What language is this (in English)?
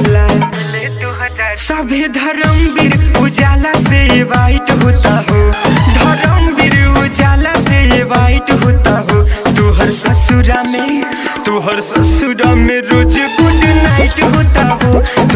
Bhojpuri